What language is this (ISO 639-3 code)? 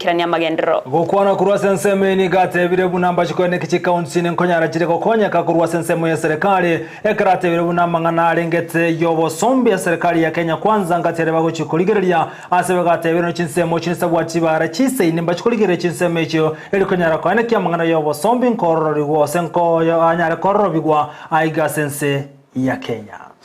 guz